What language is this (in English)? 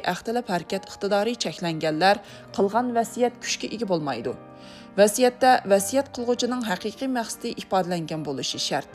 Uyghur